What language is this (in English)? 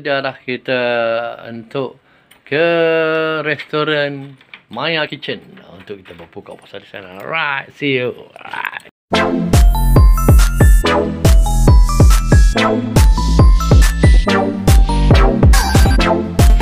Malay